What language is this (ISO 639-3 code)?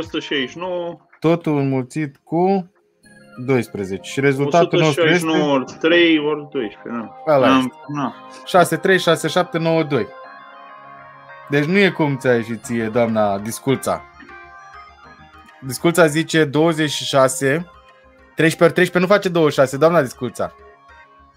ron